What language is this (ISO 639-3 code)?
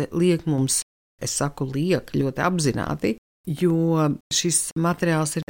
lav